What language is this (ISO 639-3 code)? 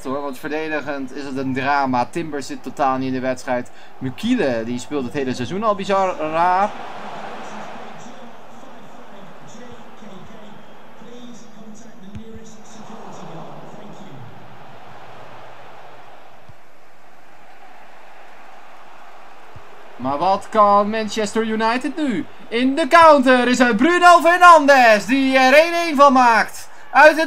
nld